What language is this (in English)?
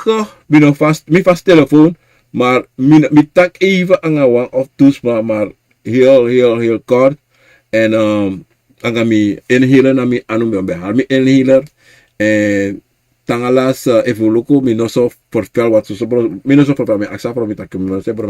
Sranan Tongo